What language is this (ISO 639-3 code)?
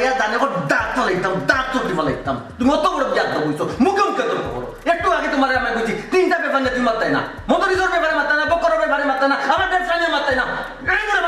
syl